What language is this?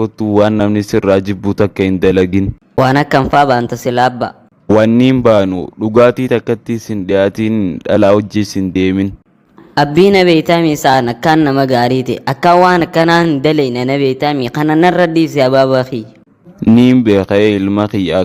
Oromo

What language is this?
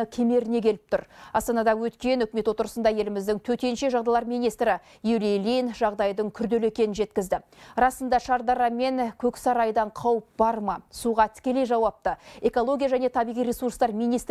Kazakh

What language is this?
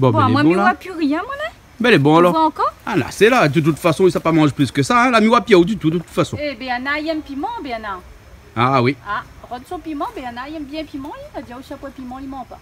Réunion Creole French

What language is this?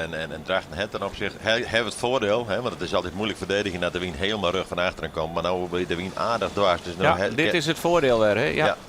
Western Frisian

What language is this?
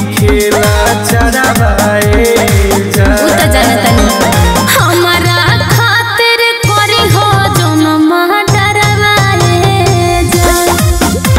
Bhojpuri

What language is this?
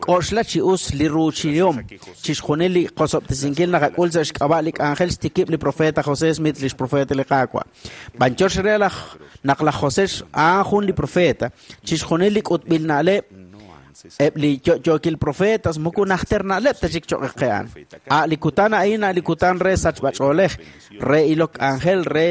Kekchí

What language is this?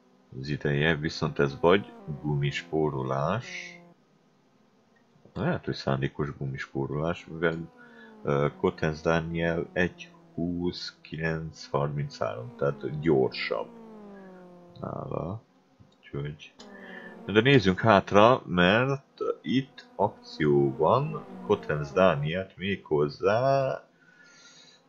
Hungarian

